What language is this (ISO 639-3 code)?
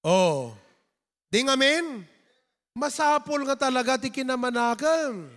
ilo